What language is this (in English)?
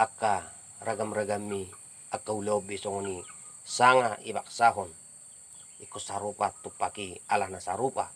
Batak Toba